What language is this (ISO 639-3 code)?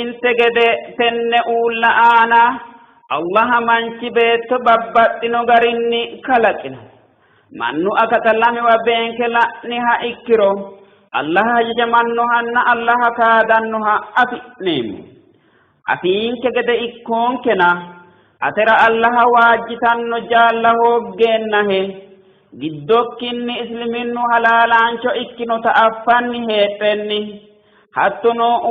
sid